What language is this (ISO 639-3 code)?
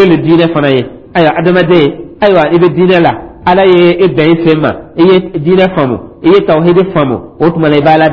dyu